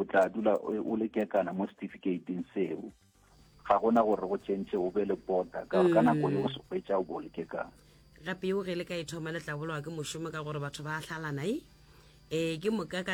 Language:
Northern Sotho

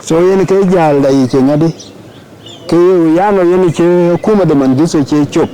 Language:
Dinka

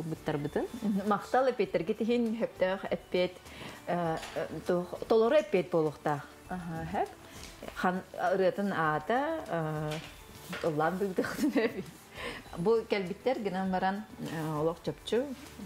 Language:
Yakut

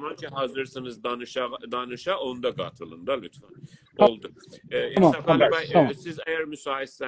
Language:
South Azerbaijani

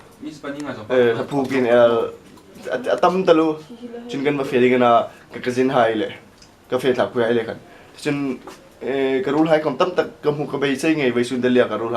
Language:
Hmar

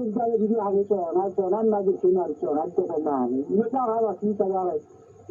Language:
Southern Sotho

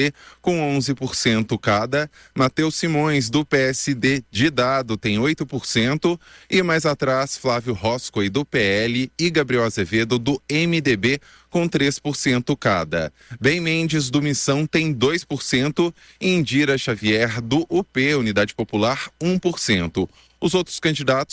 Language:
Portuguese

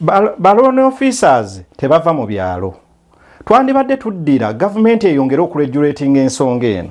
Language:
Ganda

